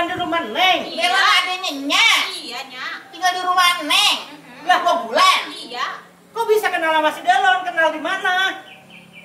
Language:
Betawi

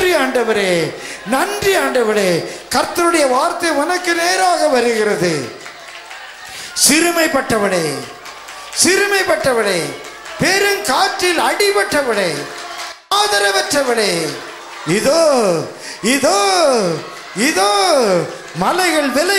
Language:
Tamil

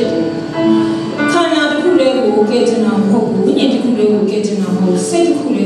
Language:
Burmese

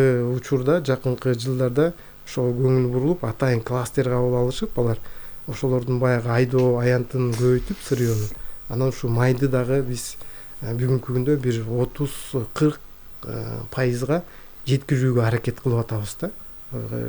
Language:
Kyrgyz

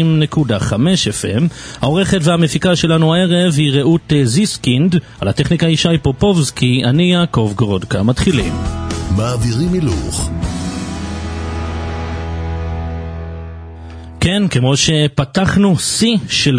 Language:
Hebrew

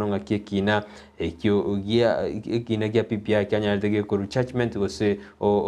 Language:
Gusii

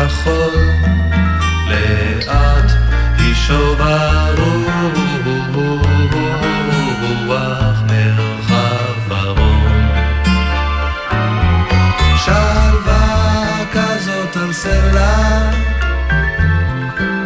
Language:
Hebrew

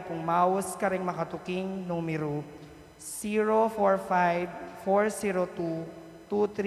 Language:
Pampanga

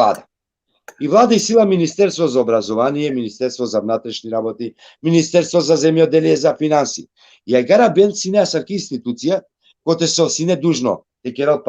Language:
Balkan Romani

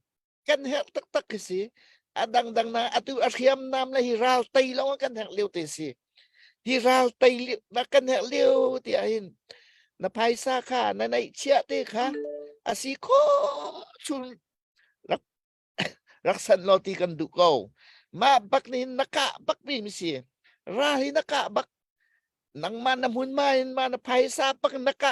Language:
Hakha Chin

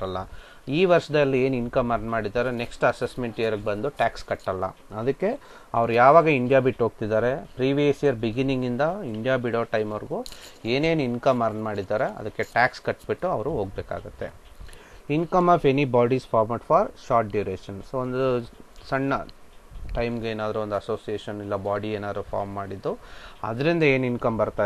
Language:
Kannada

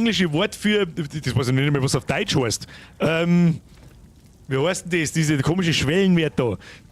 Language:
Bavarian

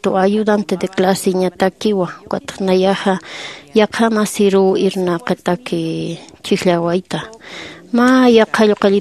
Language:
Aymara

